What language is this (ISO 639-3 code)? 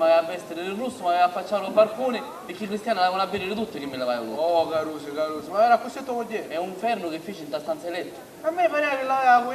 scn